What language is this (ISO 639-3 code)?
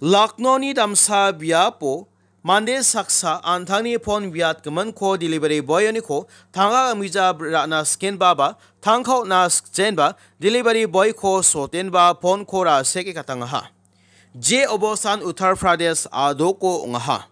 grt